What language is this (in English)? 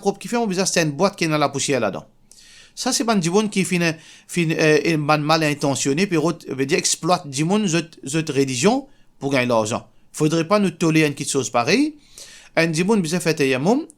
Morisyen